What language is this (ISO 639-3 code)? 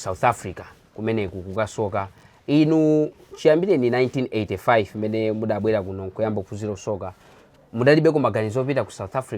nya